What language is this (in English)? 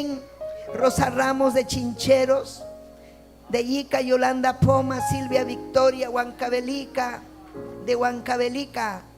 Ayacucho Quechua